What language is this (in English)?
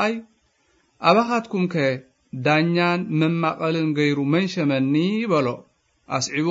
Tigrinya